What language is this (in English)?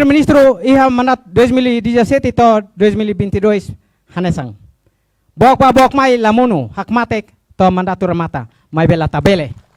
Tetum